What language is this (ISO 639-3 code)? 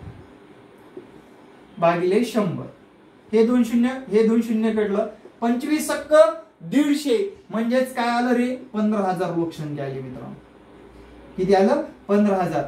mar